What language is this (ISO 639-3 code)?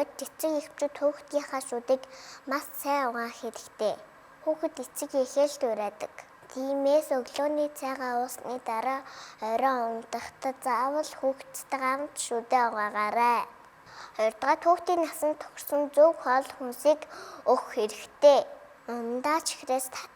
mon